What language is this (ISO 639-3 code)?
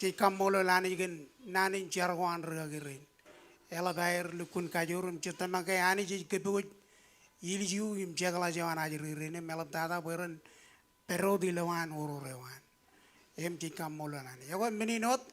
mah